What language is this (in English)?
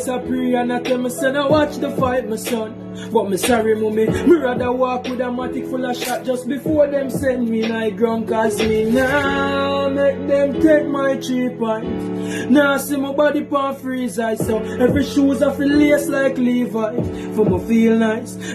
Jamaican Creole English